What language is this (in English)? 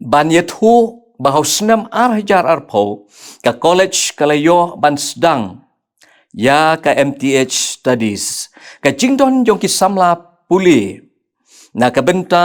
Khasi